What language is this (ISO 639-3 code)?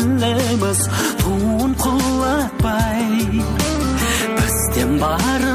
kaz